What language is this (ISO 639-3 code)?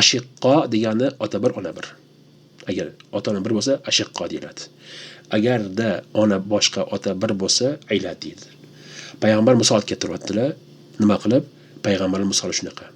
uzb